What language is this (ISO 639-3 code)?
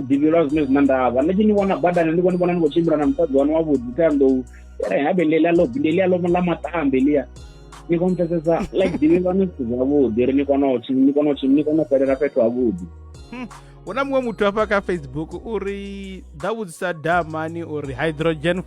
ven